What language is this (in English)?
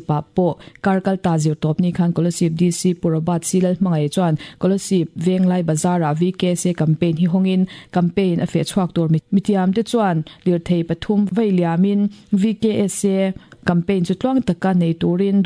Mizo